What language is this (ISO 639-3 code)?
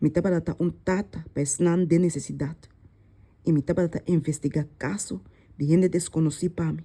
pap